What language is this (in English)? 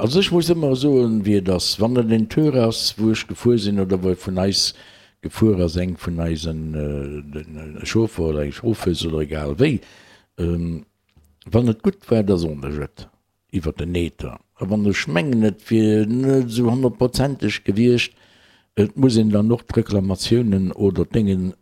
Luxembourgish